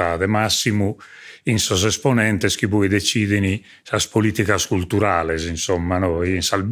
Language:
Sardinian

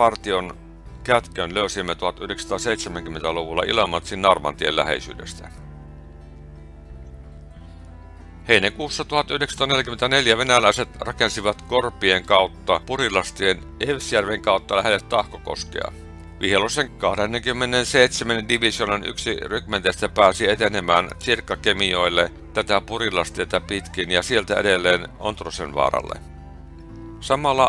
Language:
Finnish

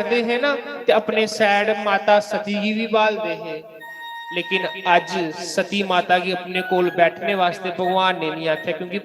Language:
Dogri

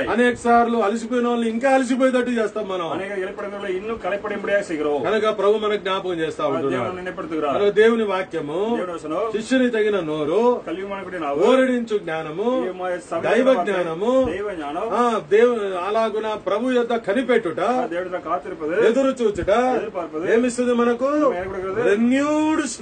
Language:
Telugu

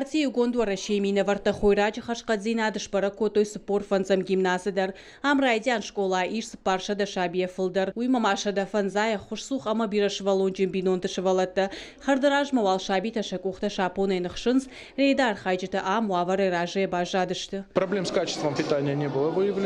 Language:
Ossetic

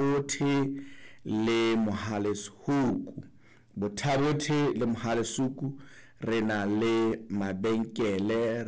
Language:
Southern Sotho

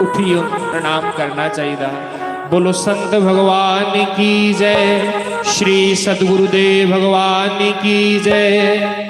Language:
Dogri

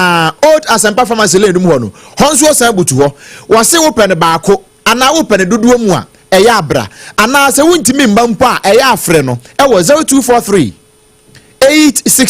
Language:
Akan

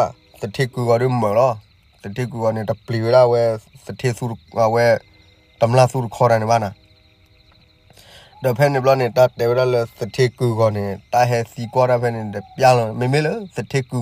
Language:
S'gaw Karen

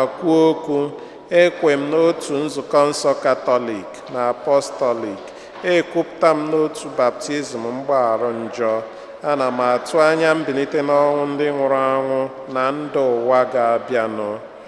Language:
Igbo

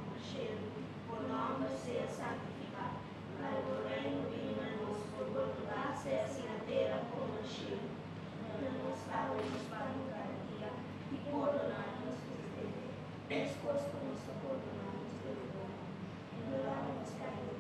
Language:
Papiamento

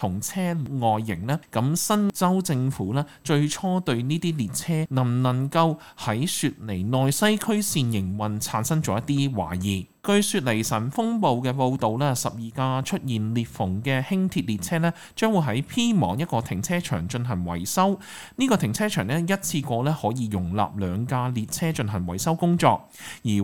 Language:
Cantonese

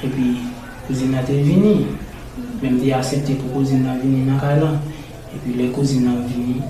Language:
Haitian Creole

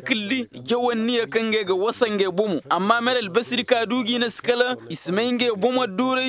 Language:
Koyraboro Senni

